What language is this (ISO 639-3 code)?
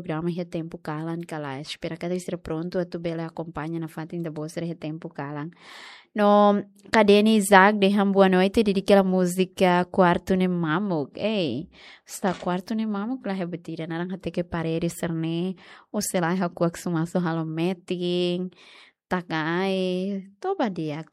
tet